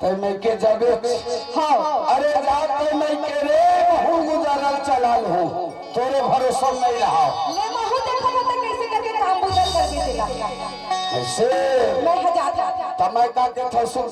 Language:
Chhattisgarhi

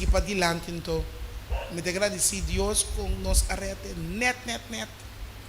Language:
Papiamento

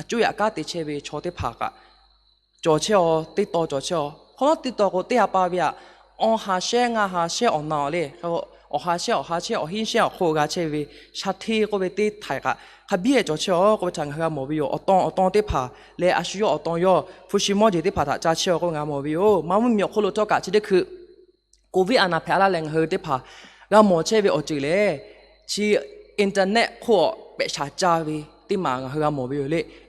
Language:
Lahu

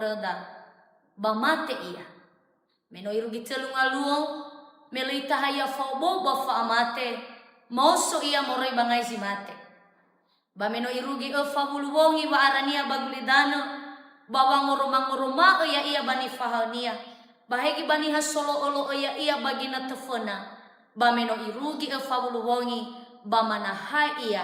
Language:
Nias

